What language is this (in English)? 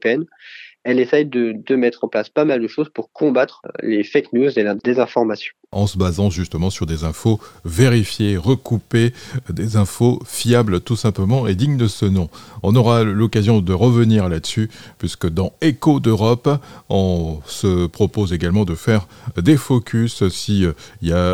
French